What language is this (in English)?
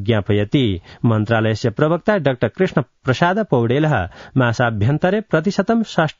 Sanskrit